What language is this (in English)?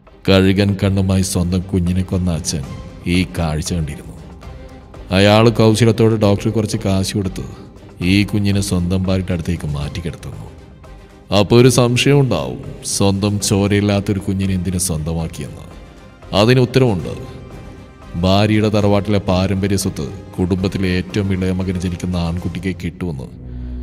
Malayalam